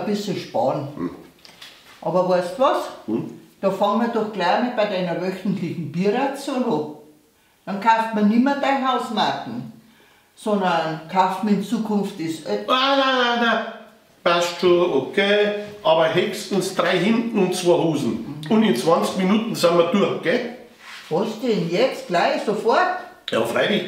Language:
Bavarian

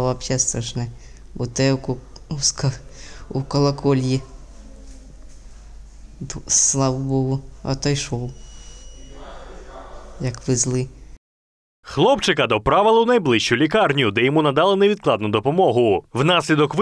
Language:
Ukrainian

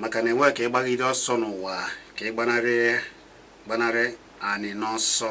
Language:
Igbo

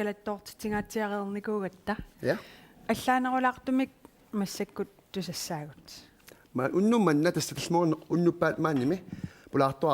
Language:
Kalaallisut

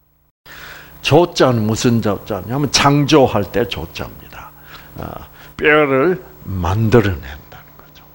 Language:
Korean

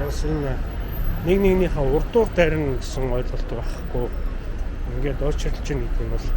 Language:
Mongolian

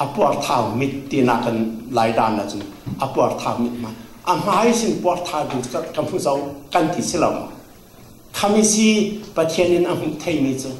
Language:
Falam Chin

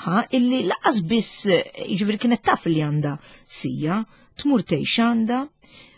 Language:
Maltese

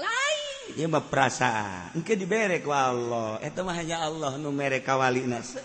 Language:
Sundanese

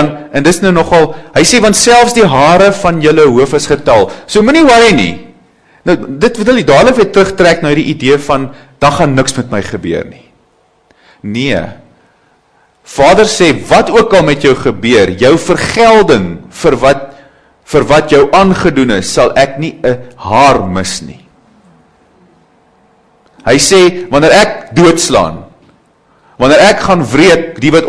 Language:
Afrikaans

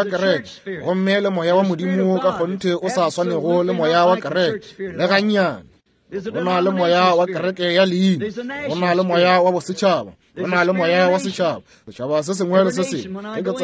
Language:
Northern Sotho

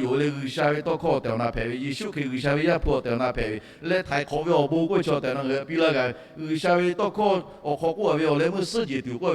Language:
Lahu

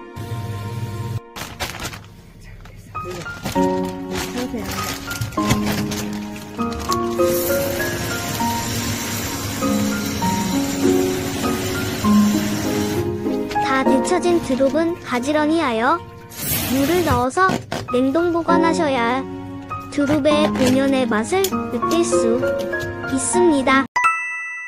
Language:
Korean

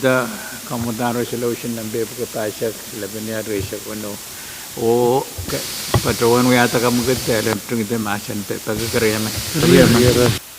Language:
Pohnpeian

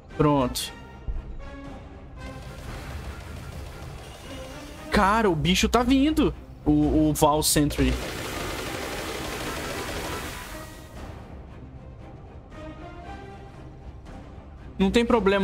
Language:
Portuguese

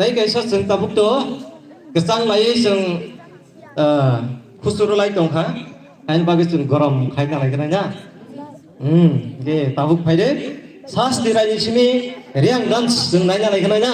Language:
Kok Borok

